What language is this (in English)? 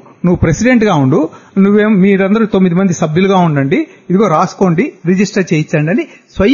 Telugu